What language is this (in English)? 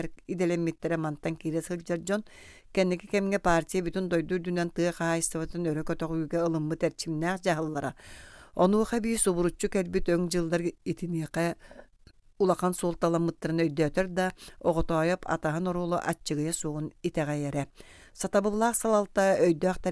Yakut